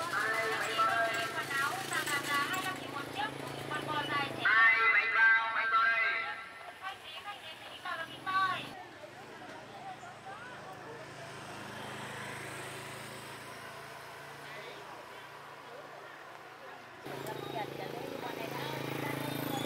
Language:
Vietnamese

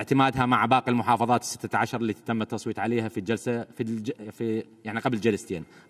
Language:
Mesopotamian Arabic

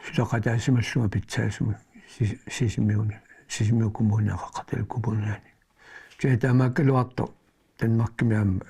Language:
Kalaallisut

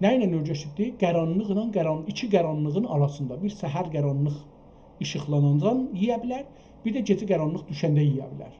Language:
South Azerbaijani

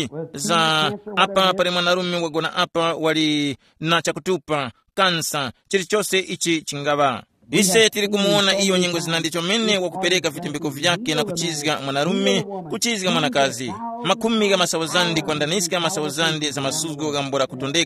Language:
Tumbuka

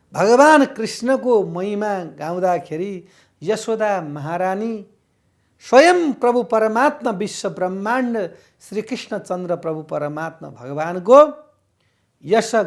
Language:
Nepali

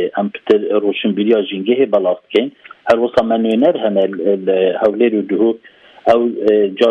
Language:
Kurdish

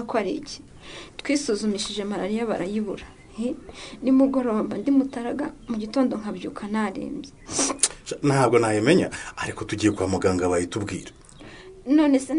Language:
Kinyarwanda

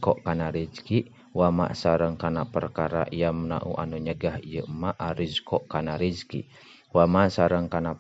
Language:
Sundanese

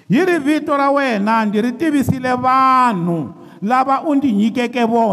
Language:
Tsonga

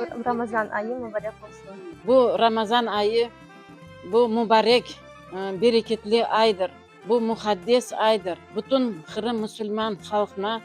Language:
Crimean Tatar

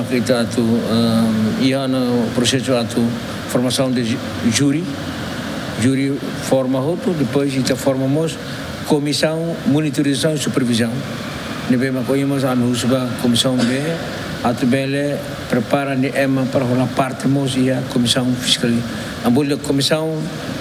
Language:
Tetum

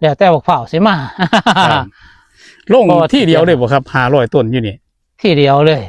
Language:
Northeastern Thai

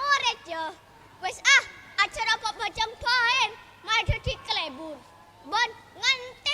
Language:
Madurese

